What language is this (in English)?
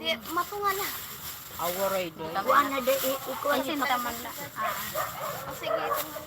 Waray